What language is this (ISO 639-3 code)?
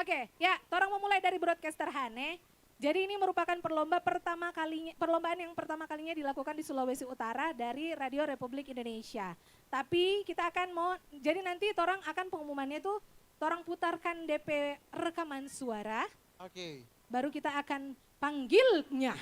xmm